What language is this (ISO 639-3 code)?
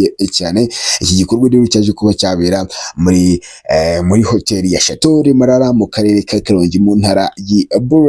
kin